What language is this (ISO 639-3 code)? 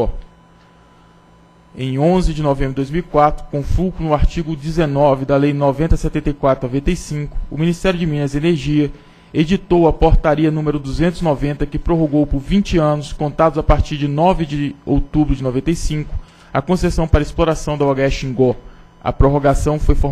por